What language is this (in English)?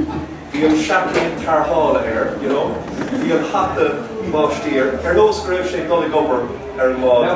Irish